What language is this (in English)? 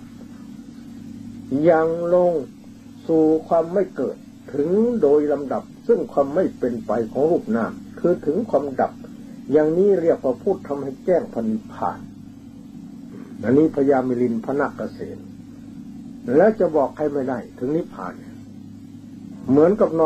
Thai